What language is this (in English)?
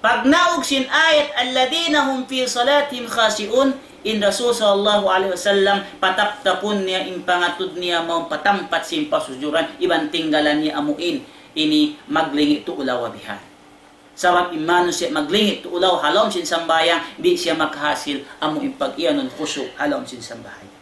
Tausug